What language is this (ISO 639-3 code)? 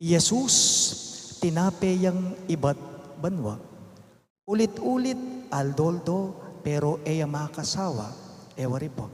pam